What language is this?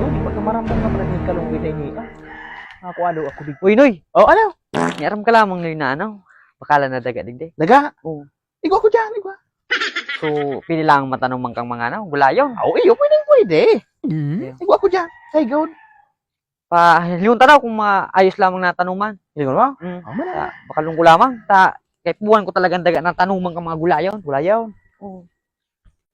Bikol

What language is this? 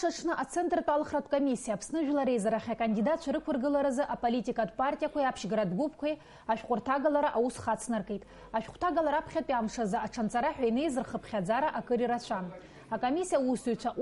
Abkhazian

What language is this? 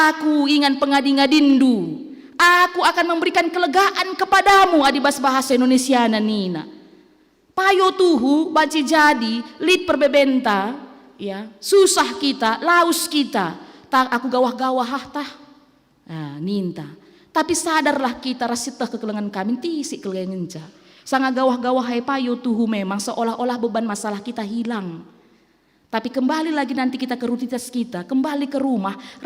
Batak Karo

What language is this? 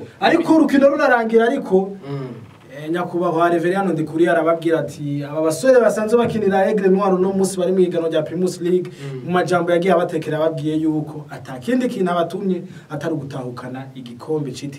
Rundi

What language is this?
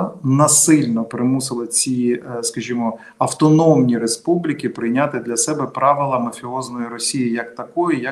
Ukrainian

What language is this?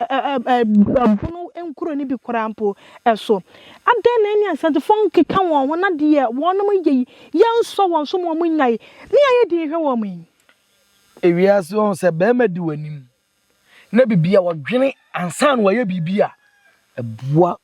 Akan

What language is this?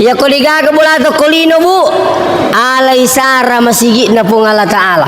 Buginese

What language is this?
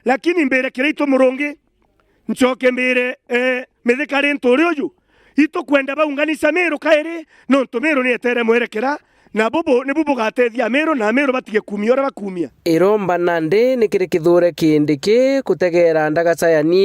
Meru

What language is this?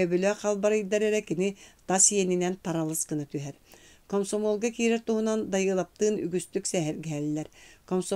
Yakut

